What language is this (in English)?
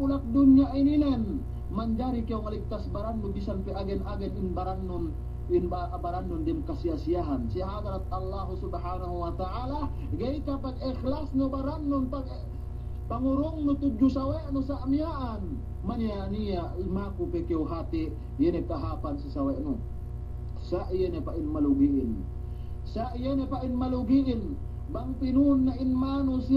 Yakan